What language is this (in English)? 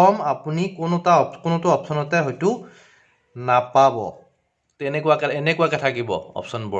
Assamese